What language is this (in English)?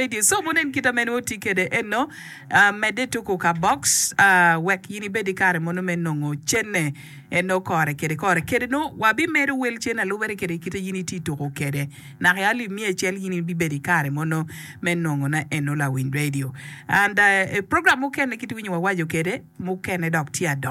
Acoli